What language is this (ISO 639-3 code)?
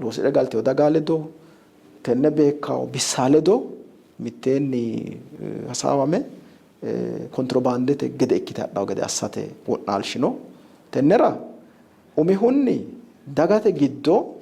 sid